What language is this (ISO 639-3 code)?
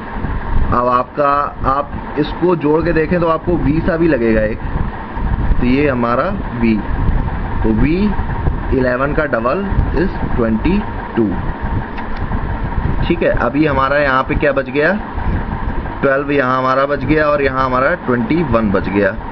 hin